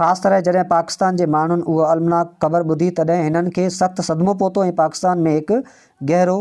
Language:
Sindhi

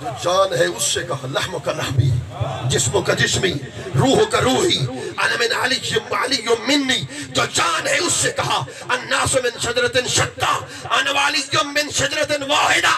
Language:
Saraiki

